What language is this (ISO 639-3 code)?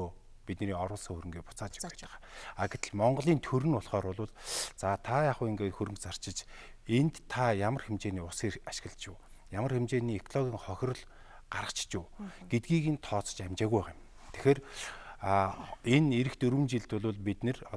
mon